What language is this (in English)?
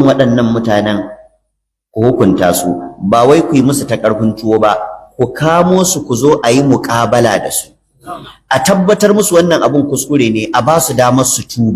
Hausa